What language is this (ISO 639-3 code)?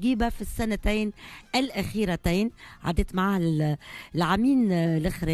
aeb